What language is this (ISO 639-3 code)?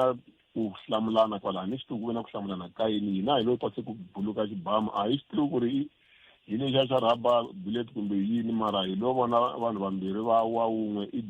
tso